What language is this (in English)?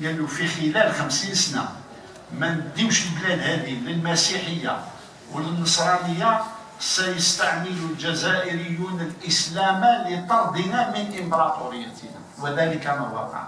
Algerian Arabic